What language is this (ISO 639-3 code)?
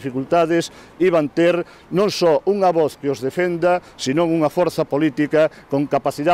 glg